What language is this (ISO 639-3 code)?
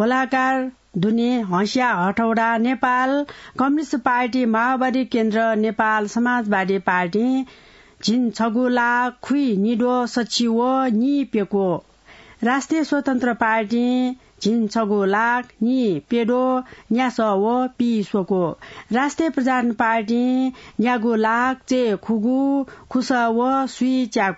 new